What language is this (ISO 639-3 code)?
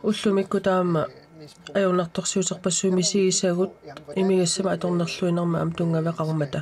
kal